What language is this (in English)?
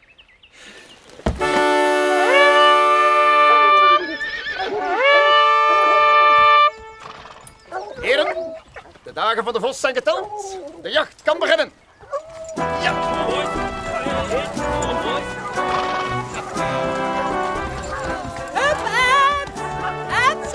Dutch